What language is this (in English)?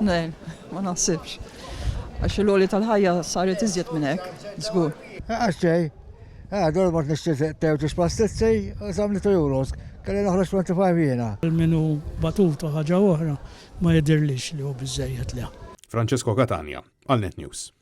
Maltese